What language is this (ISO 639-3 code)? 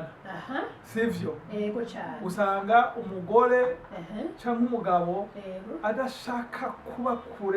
run